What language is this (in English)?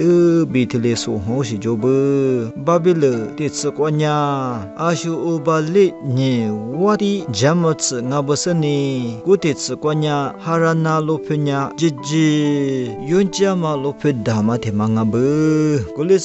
Lisu